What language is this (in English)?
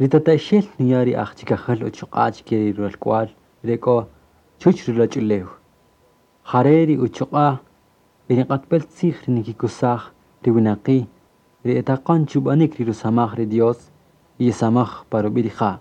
Kaqchikel